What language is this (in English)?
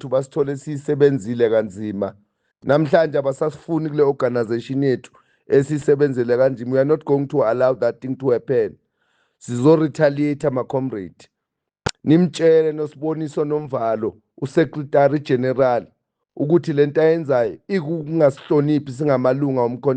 Zulu